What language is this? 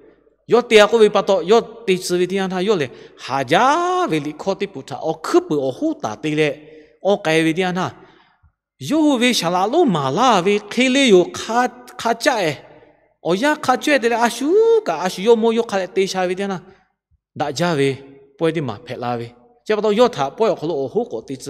Lahu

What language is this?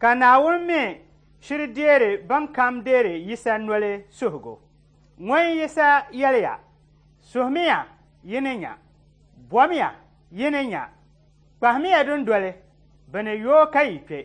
Dagbani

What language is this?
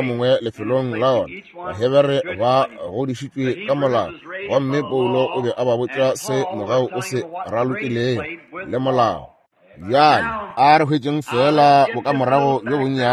Northern Sotho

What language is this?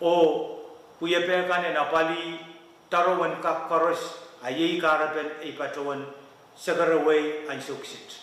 Pohnpeian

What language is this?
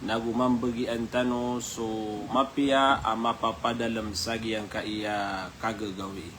Maranao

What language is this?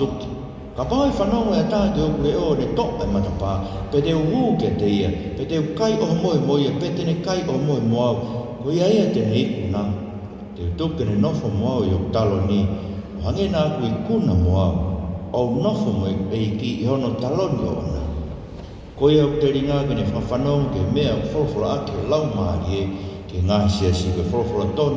Tongan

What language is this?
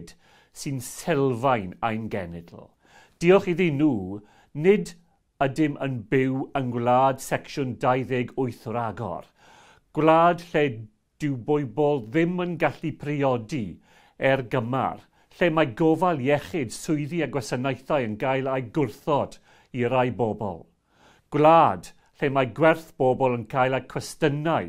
Welsh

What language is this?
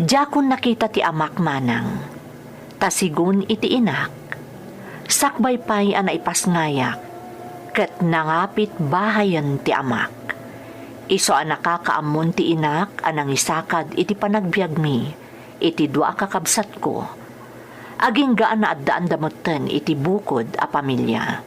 Iloko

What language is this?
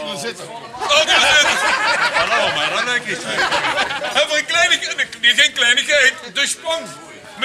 Limburgish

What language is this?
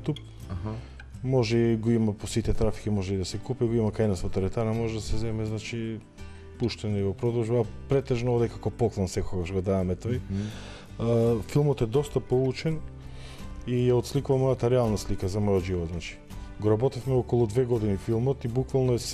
Macedonian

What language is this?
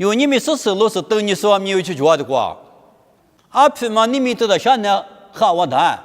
Lisu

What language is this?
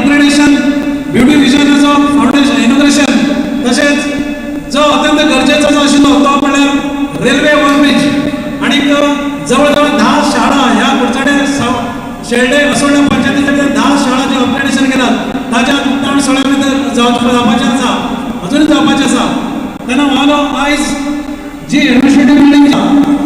Konkani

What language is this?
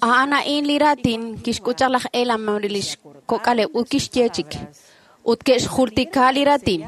Kekchí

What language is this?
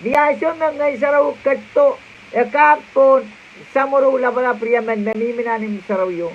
Pohnpeian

